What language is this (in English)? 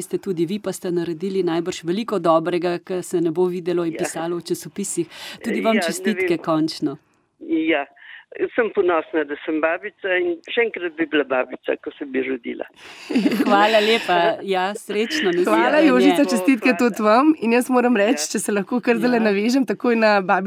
Slovenian